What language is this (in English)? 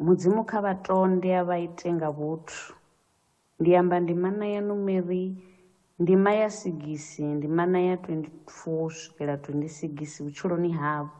Venda